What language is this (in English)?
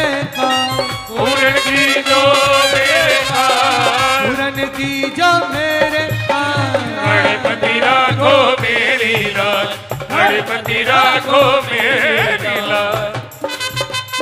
Hindi